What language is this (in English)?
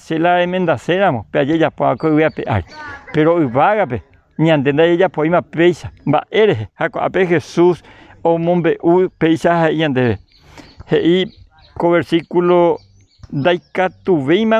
Guarani